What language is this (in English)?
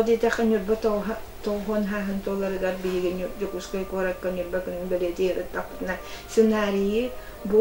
Yakut